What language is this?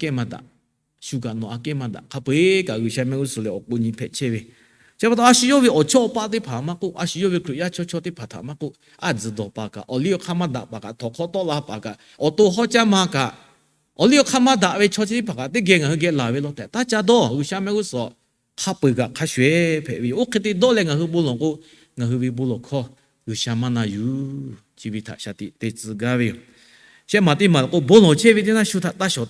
Lahu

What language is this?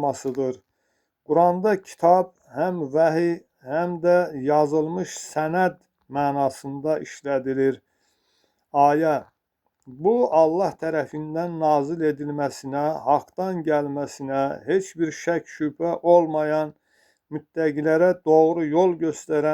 Azerbaijani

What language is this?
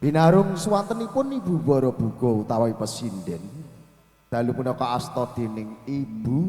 Javanese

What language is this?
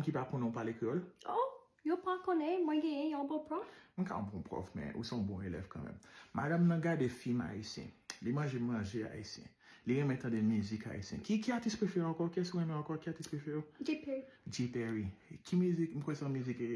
Haitian Creole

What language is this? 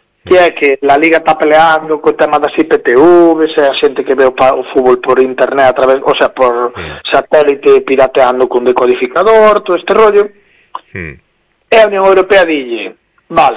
Galician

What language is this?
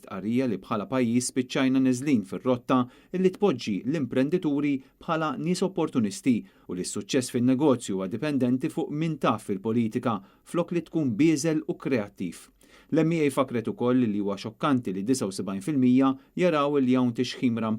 Maltese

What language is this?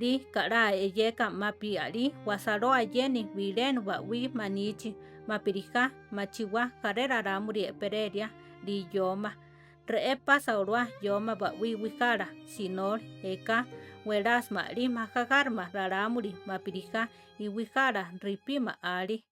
Central Tarahumara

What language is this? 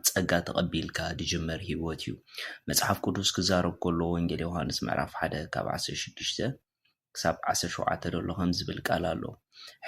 Tigrinya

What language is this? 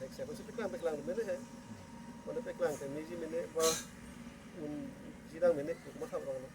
Karbi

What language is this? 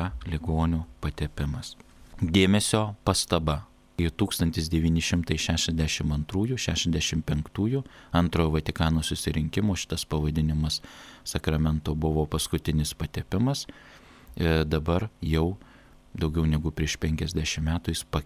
Lithuanian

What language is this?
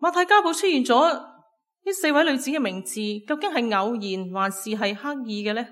Cantonese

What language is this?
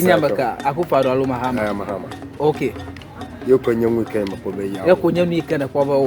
Ewe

